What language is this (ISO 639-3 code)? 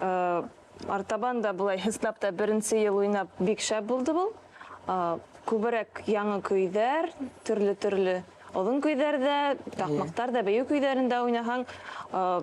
bak